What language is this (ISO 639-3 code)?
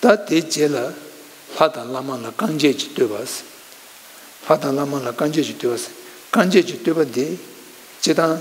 bod